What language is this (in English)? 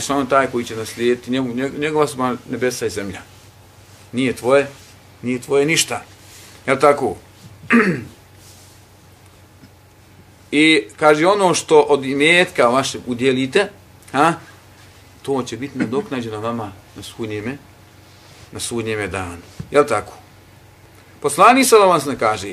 Bosnian